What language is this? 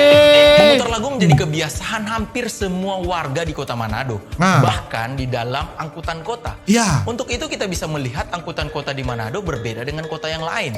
Manado Malay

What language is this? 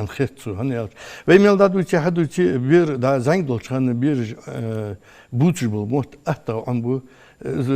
Ingush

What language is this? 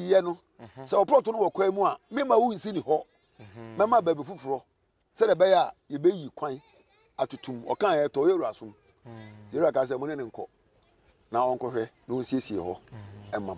Akan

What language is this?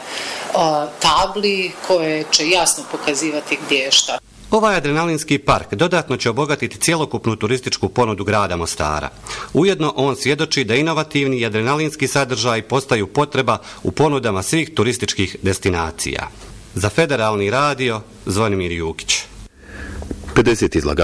Bosnian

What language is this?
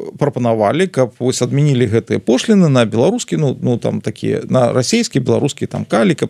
Belarusian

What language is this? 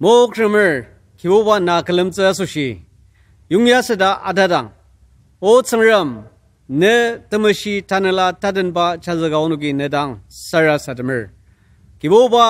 Ao Naga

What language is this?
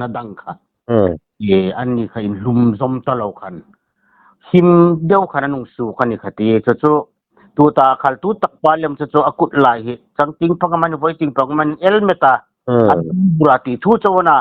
Hmar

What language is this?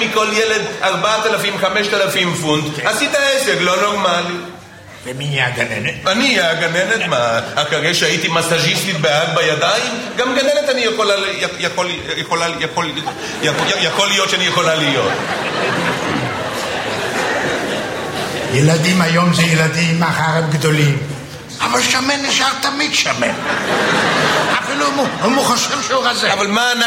Hebrew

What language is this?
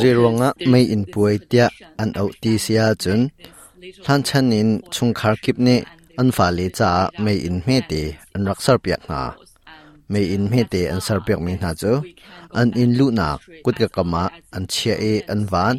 Hakha Chin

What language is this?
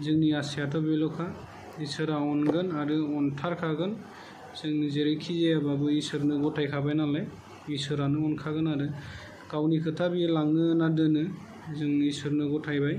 Bodo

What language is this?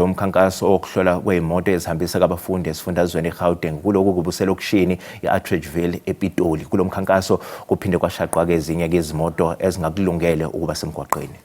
Zulu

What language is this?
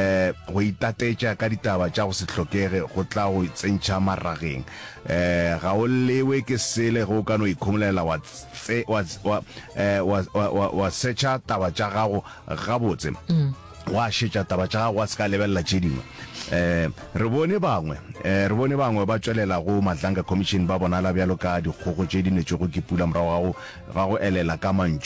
Northern Sotho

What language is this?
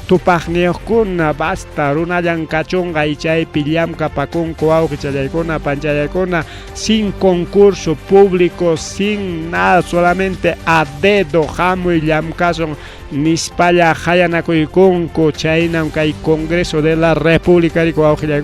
Ayacucho Quechua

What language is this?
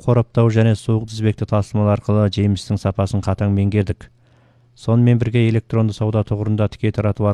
Kazakh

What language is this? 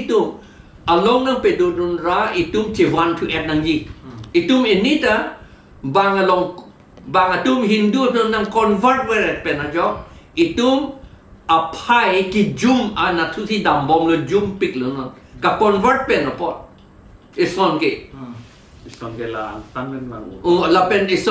Karbi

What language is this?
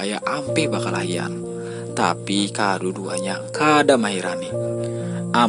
Banjar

